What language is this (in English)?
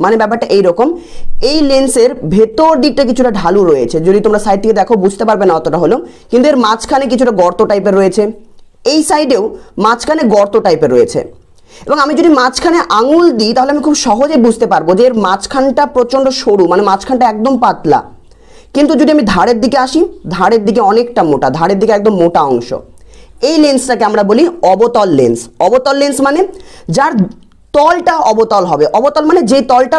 Bangla